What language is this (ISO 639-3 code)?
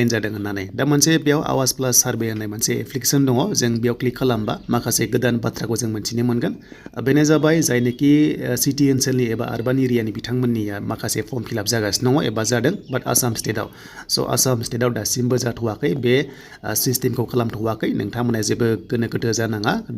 brx